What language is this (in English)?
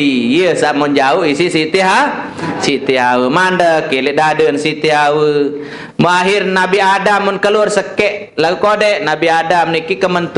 Sasak